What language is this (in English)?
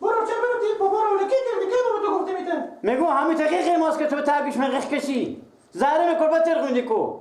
Persian